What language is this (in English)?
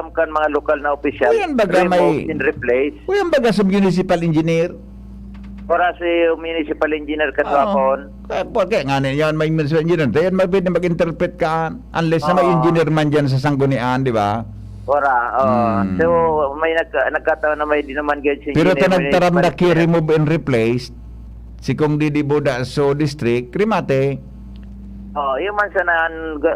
Bikol